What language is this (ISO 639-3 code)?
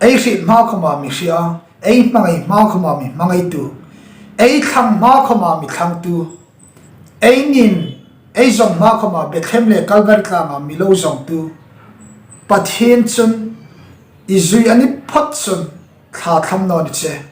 hmr